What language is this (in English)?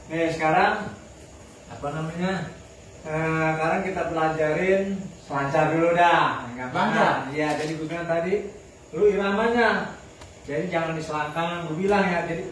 Betawi